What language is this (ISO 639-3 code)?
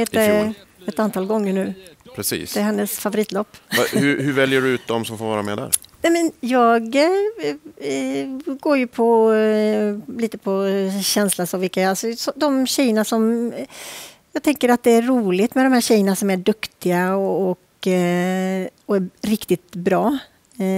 swe